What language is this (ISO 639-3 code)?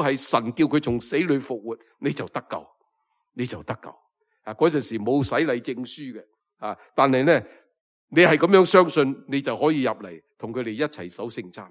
yue